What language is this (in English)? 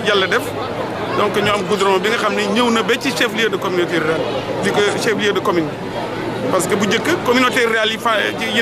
Wolof